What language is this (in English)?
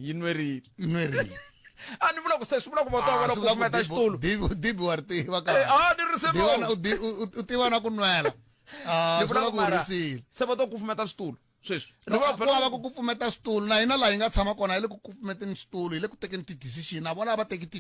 Tsonga